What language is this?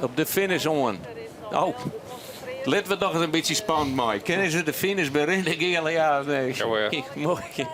Western Frisian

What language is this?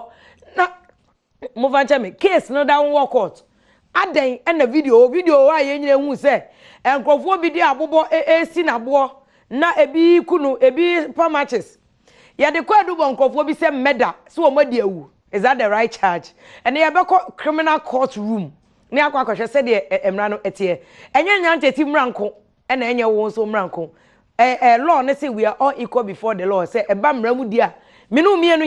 Akan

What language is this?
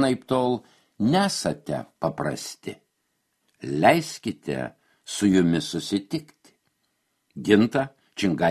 Lithuanian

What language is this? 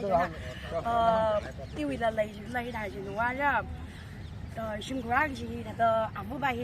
Tangkhul Naga (India)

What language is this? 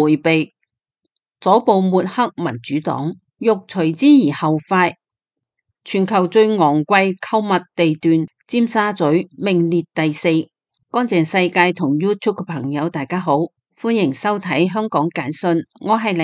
Cantonese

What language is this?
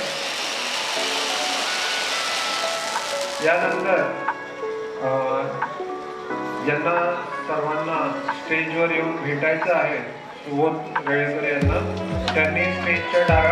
Marathi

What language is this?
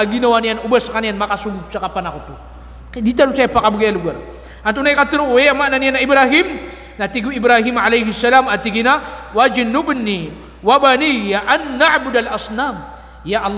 Maranao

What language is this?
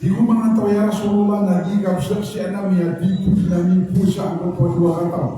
Maranao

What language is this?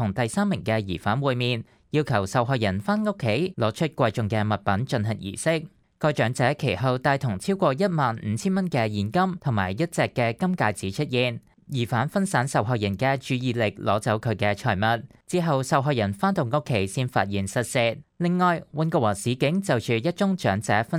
Cantonese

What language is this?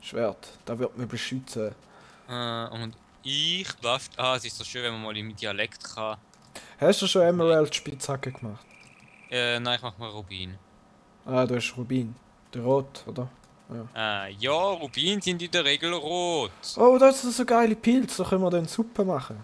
Swiss German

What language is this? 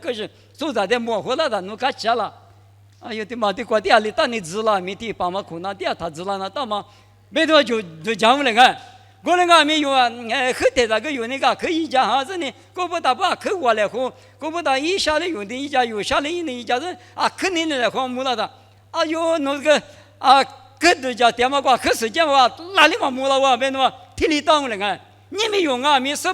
Lisu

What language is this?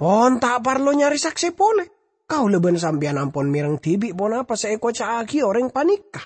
Madurese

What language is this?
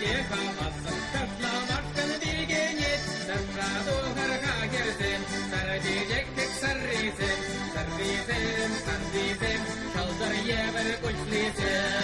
Chuvash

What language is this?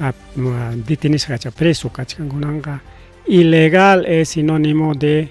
Ayacucho Quechua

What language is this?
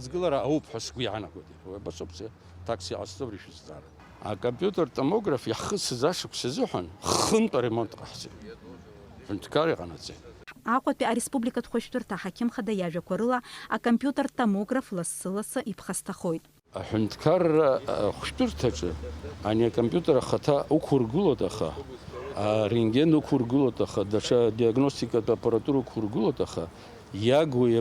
Abkhazian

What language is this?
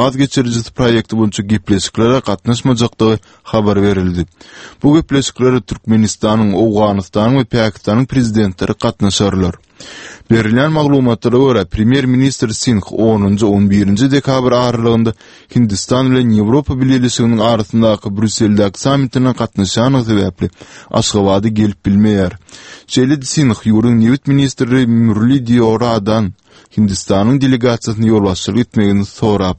Turkmen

